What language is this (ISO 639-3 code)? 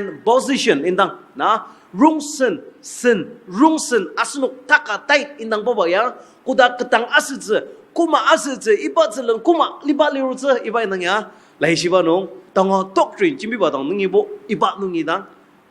njo